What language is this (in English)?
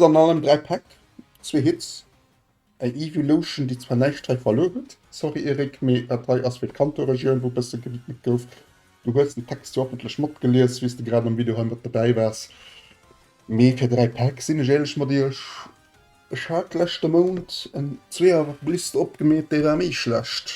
Luxembourgish